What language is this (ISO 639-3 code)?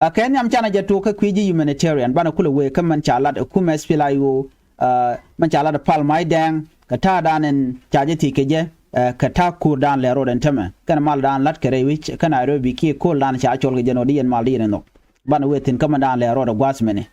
nus